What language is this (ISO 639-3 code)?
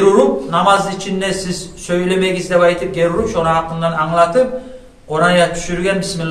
kum